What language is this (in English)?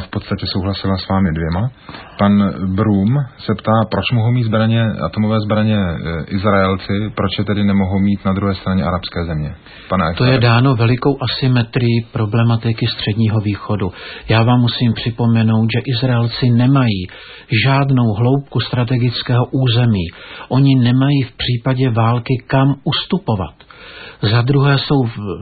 Czech